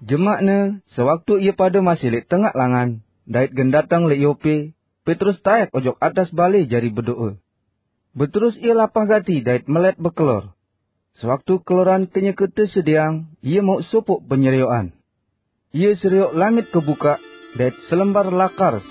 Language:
Sasak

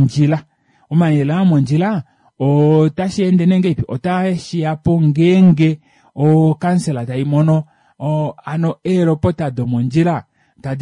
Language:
Kuanyama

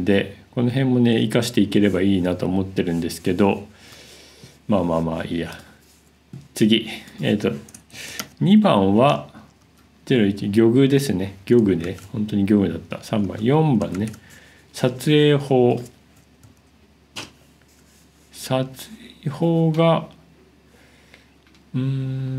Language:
Japanese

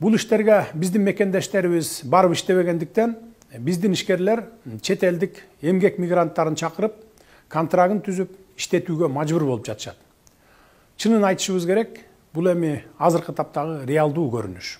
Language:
Kyrgyz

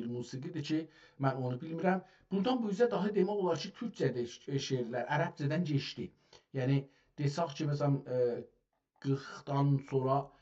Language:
South Azerbaijani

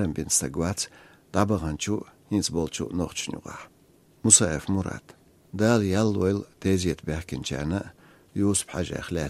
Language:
Chechen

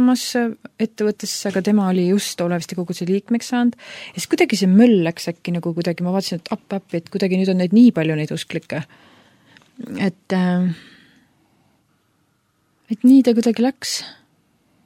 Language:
Estonian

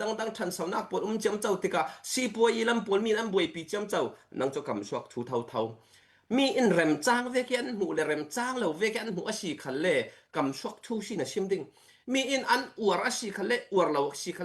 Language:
Falam Chin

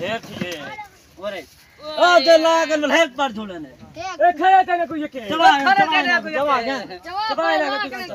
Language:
Saraiki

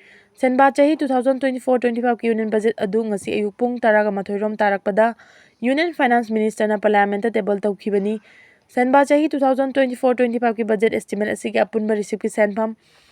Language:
Manipuri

